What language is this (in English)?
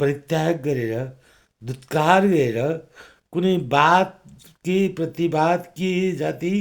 Nepali